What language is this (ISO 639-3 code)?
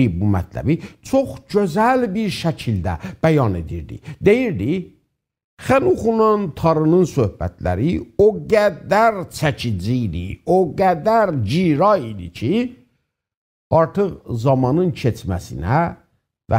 azb